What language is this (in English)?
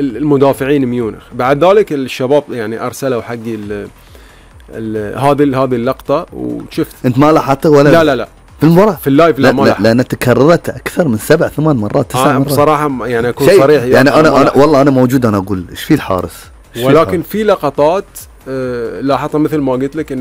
Gulf Arabic